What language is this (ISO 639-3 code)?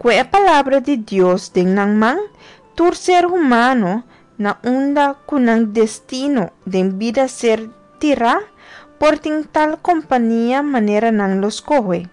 pap